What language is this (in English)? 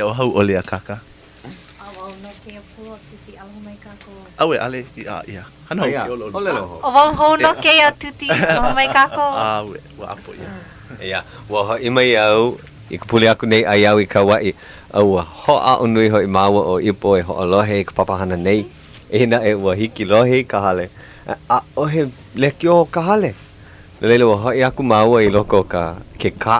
Hawaiian